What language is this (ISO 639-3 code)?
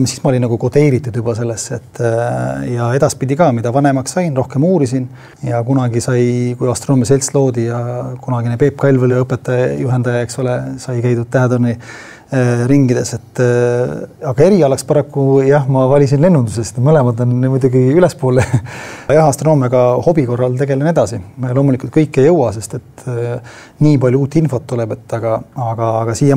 est